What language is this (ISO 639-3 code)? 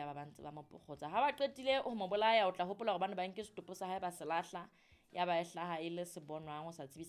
sot